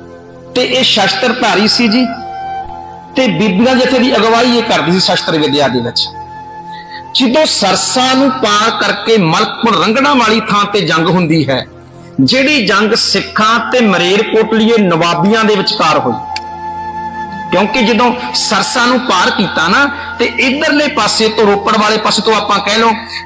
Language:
Punjabi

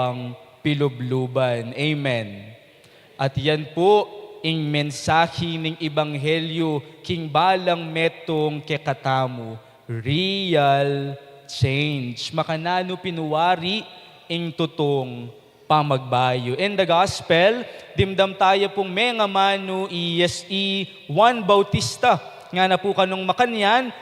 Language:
Pampanga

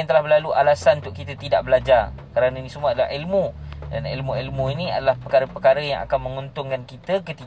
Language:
Malay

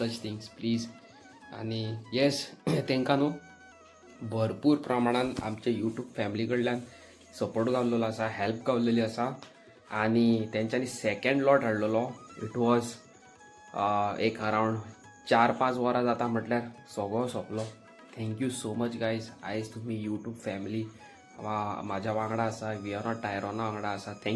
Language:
Konkani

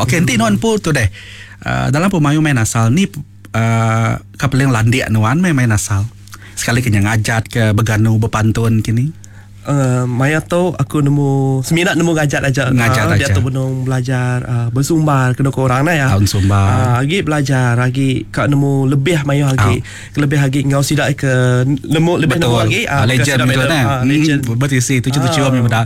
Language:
Iban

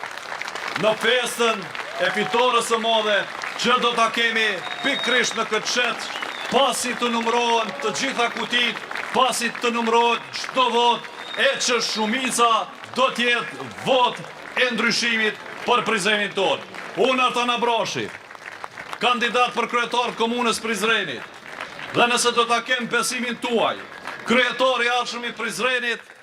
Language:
Albanian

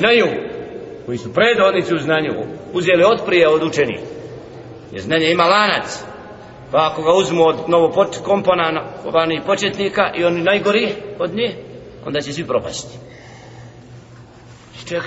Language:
Bosnian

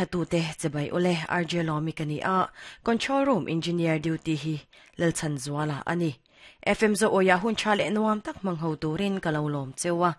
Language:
Mizo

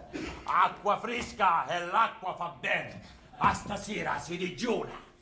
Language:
Sicilian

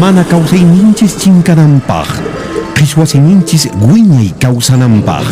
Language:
Quechua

